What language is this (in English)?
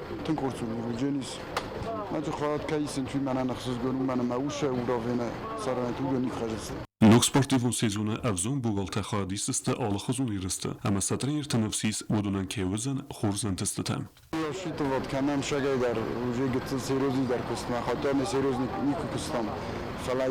Ossetic